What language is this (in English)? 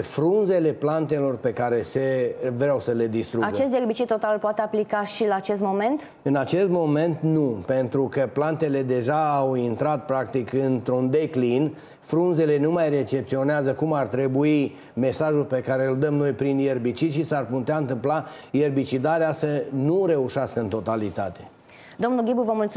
Romanian